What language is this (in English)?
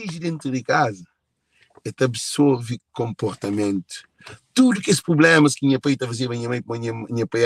Kabuverdianu